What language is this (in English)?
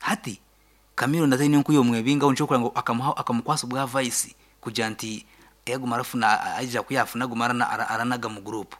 Nyankole